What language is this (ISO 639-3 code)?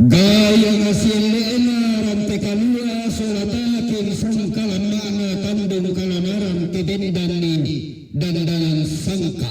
sda